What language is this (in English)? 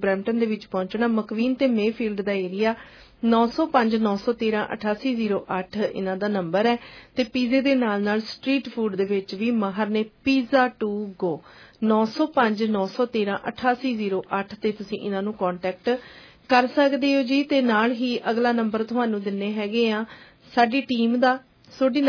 Punjabi